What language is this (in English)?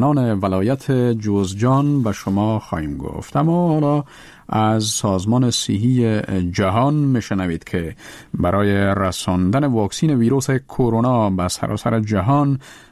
Persian